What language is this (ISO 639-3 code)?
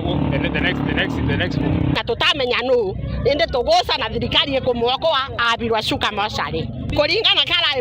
mer